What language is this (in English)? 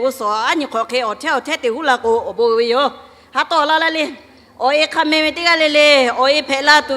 Lahu